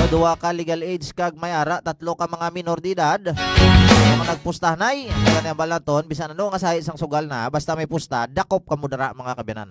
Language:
Hiligaynon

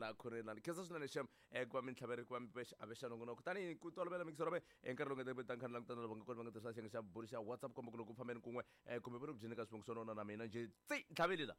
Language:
Tsonga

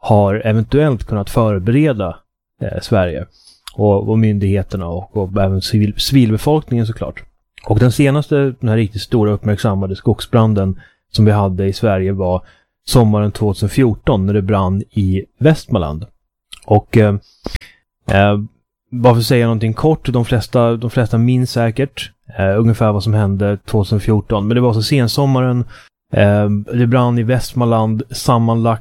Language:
Swedish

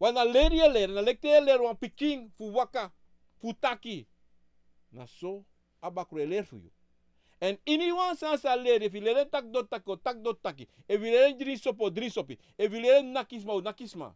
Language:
Sranan Tongo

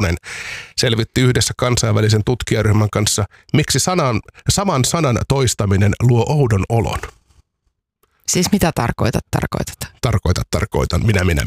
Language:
Finnish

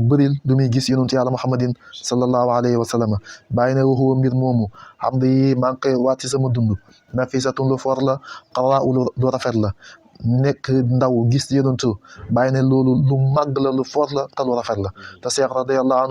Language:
Wolof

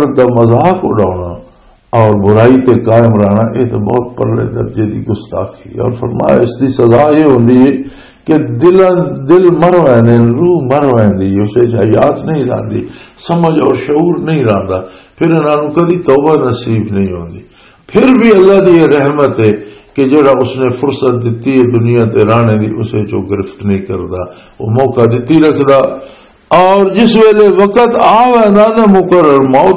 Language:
Western Panjabi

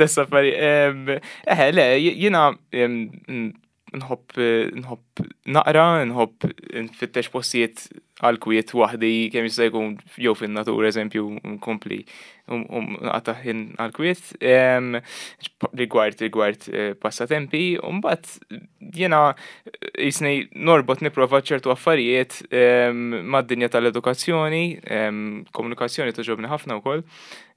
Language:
Maltese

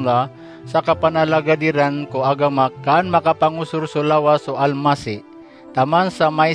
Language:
Maranao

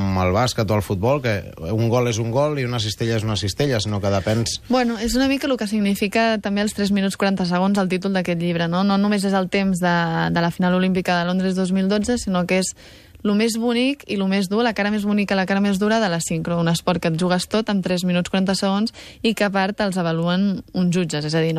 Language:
Catalan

